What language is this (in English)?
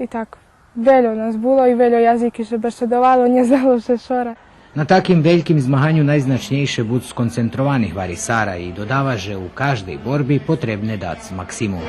Rusyn